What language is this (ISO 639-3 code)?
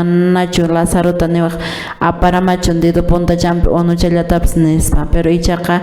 que